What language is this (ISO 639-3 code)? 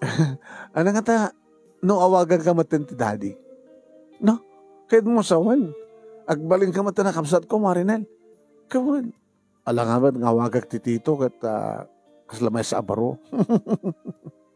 ilo